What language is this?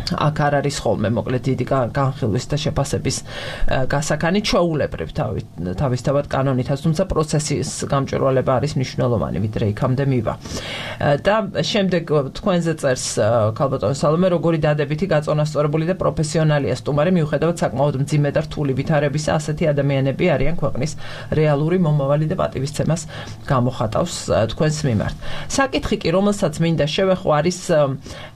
Georgian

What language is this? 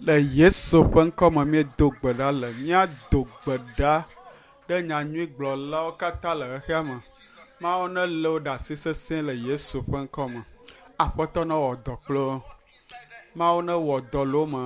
Ewe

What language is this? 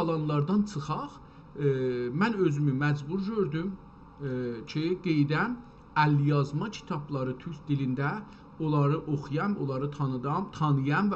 South Azerbaijani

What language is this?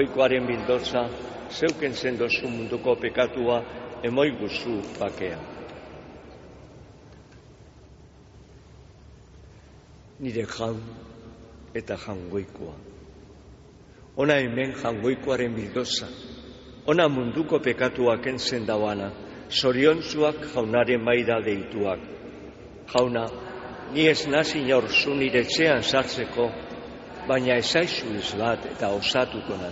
Basque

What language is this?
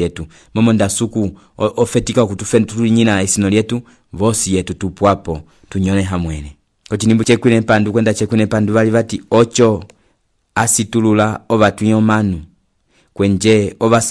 Umbundu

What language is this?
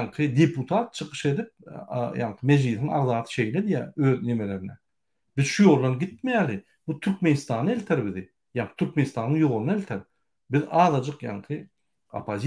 Turkmen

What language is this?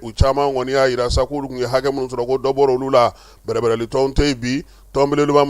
Bambara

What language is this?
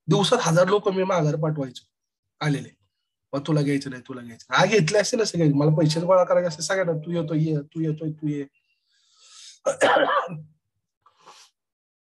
Marathi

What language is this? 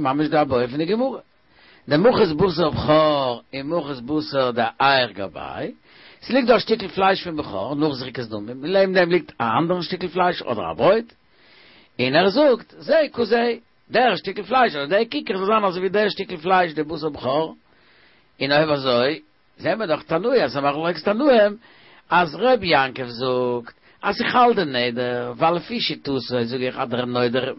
Yiddish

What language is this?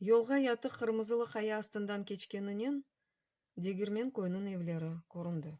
Crimean Tatar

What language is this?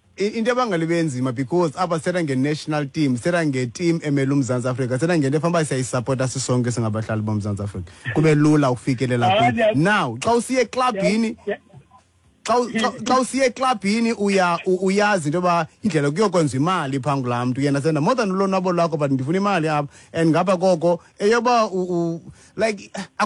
Xhosa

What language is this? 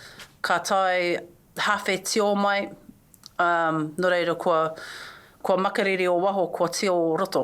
Māori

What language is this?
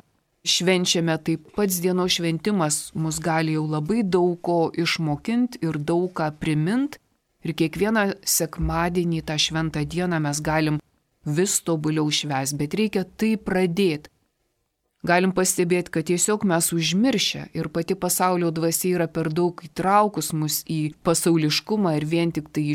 Lithuanian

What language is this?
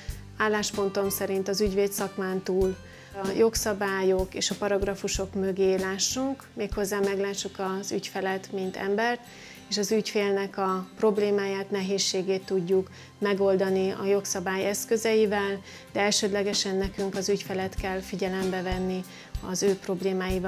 Hungarian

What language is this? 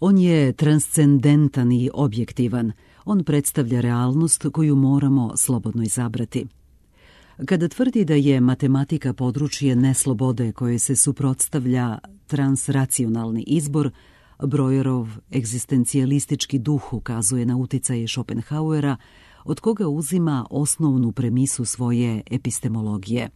Serbian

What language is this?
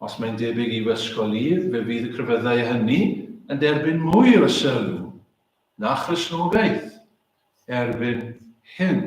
Welsh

